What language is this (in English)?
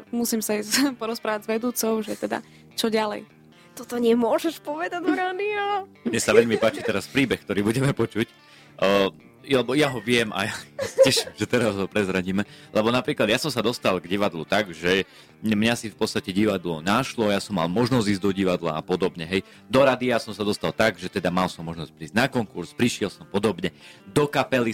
Slovak